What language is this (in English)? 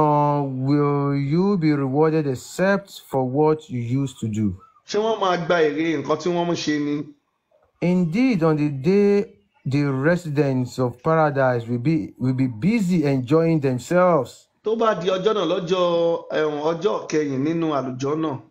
Yoruba